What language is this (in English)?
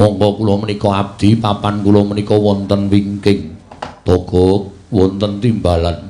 Javanese